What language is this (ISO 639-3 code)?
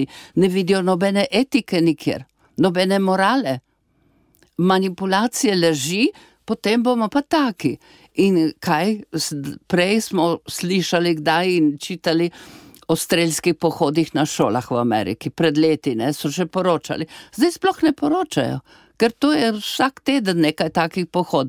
slv